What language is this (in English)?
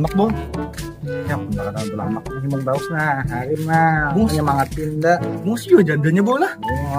Banjar